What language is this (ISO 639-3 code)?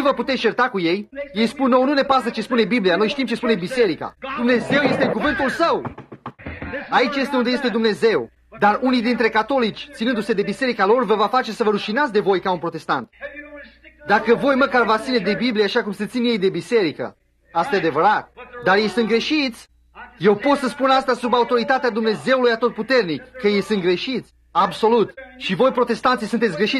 ron